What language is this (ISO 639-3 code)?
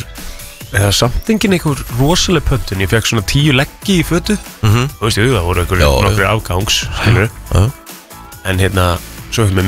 isl